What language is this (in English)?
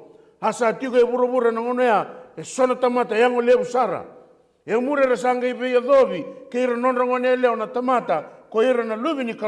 Fijian